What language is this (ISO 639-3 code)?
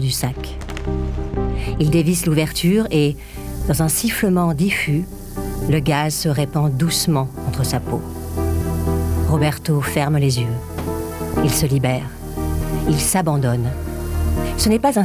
fra